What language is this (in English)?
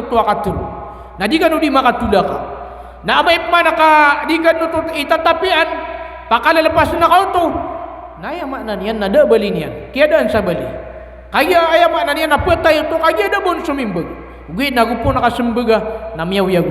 Maranao